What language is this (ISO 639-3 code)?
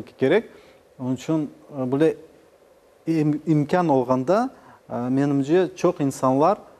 crh